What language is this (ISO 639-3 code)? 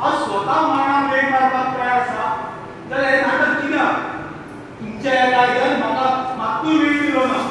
kok